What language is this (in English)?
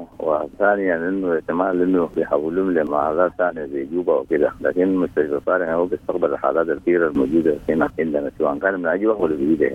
Sudanese Arabic